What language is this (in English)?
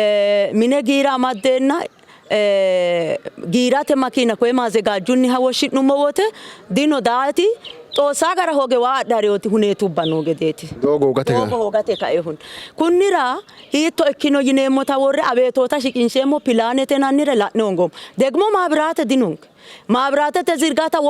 Sidamo